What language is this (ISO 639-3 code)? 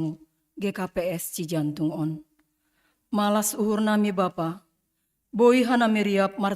bts